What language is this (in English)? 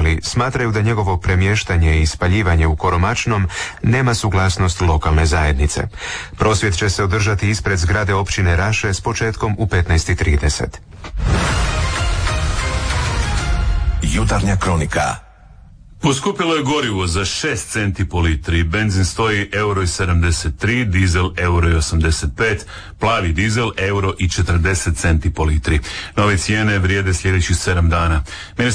Croatian